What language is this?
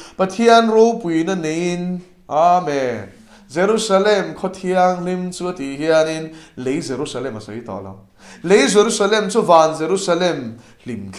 Mizo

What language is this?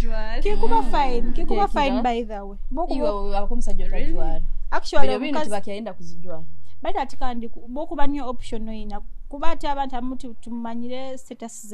Nyoro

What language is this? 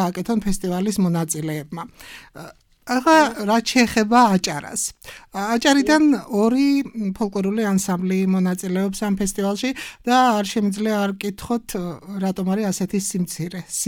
Georgian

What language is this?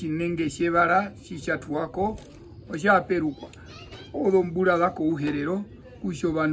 Herero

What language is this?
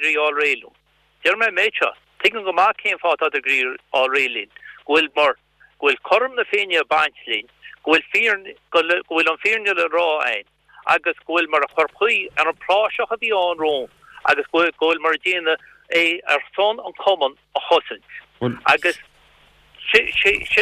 Irish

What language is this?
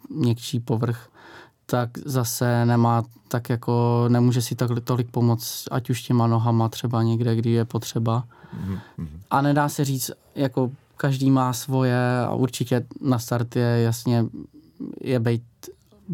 Czech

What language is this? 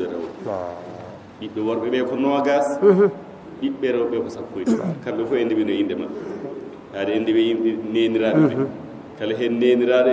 Fula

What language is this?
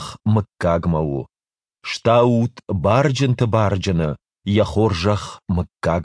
Ossetic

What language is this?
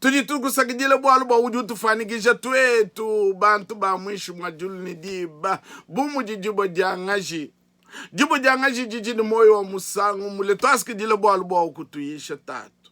Luba-Lulua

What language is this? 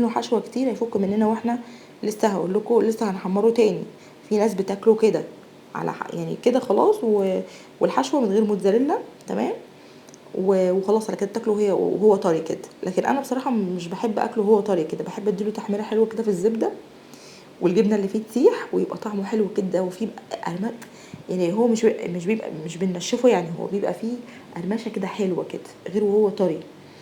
Egyptian Arabic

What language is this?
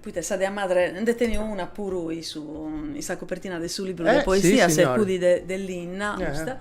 Sardinian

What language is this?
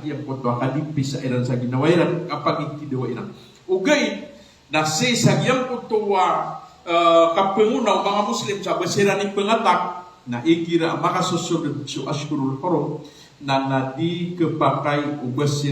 Maranao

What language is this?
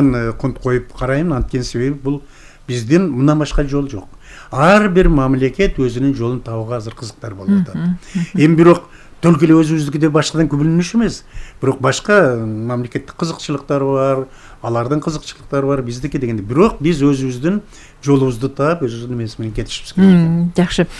Kyrgyz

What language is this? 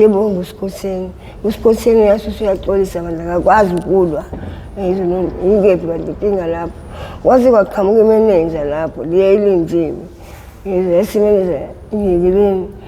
Zulu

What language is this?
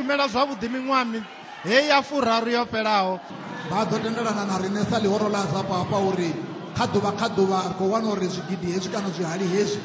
Venda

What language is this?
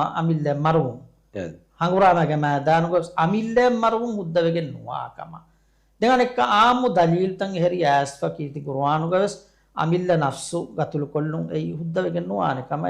Divehi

